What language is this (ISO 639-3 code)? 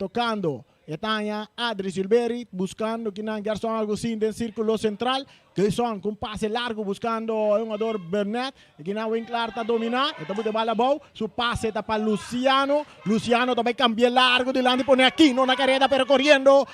pap